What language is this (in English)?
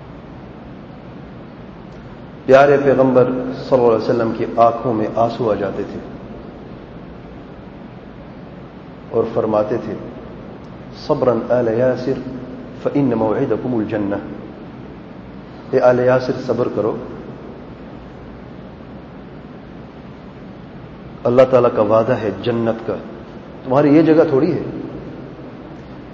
Urdu